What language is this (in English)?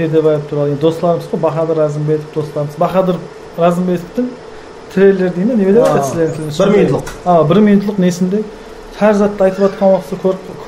Kara-Kalpak